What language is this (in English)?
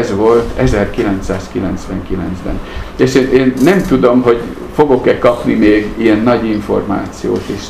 Hungarian